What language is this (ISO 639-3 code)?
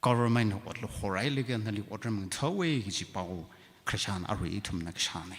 nmf